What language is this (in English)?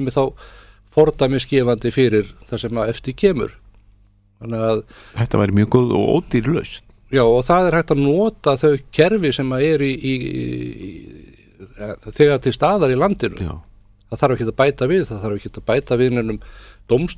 Icelandic